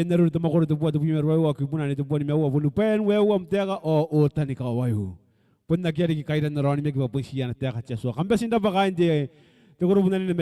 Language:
Gilbertese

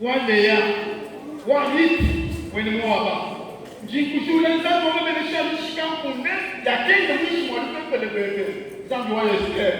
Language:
Luba-Lulua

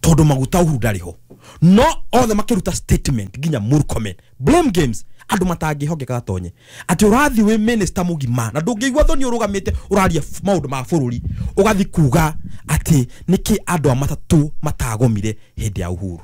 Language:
Kikuyu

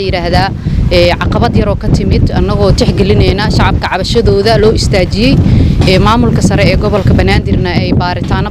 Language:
Somali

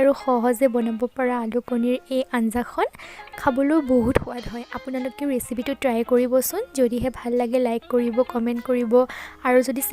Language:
Assamese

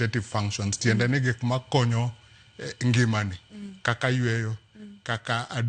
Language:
Luo (Kenya and Tanzania)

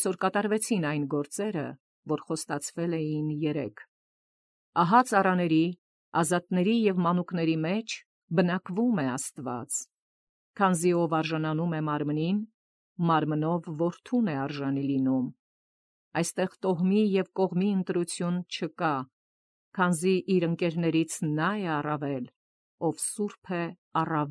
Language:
Armenian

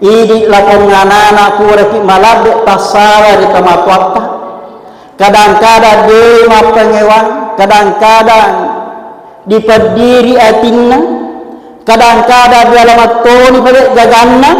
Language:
Buginese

